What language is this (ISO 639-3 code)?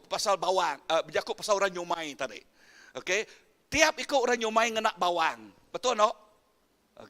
iba